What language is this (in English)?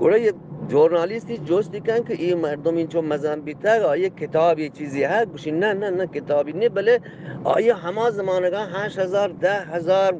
Eastern Balochi